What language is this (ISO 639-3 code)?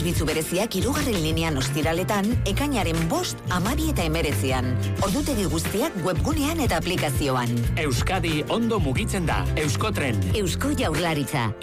eus